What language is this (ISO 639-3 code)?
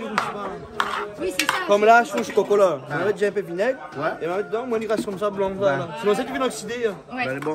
rcf